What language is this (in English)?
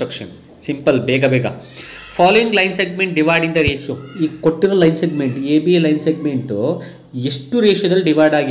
Kannada